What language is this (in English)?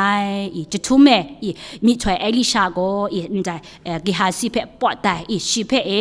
Kachin